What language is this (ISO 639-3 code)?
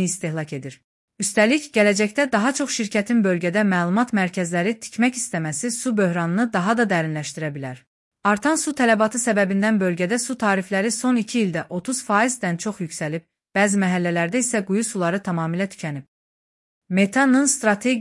aze